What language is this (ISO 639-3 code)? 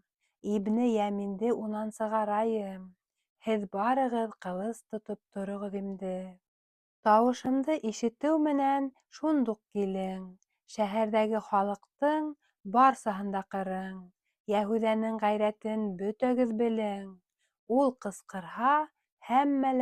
bak